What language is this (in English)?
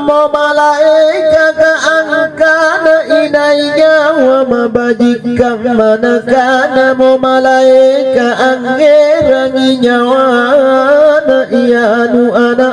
Makasar